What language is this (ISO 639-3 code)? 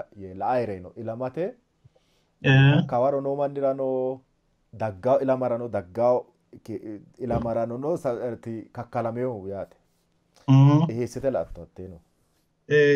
sid